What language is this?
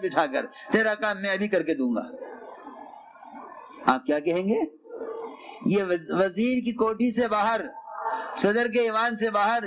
Urdu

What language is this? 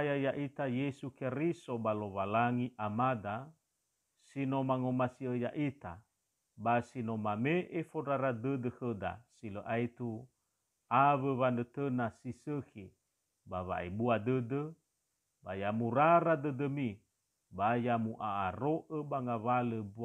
Nias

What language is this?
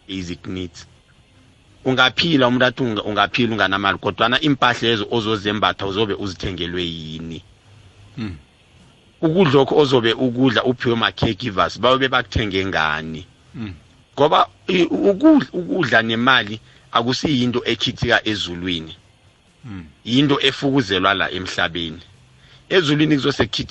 South Ndebele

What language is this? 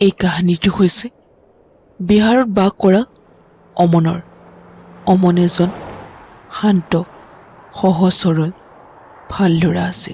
Assamese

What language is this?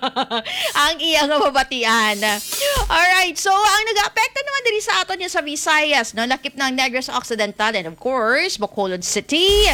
Hiligaynon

